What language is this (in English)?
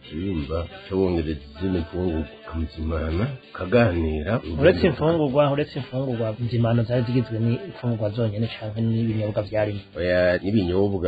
Rundi